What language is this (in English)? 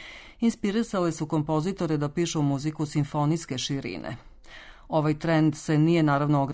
Serbian